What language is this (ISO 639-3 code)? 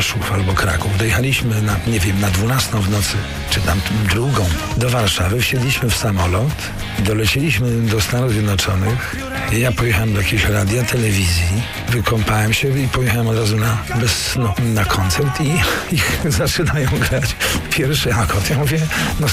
pol